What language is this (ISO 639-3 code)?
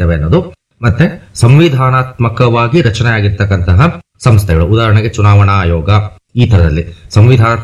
kan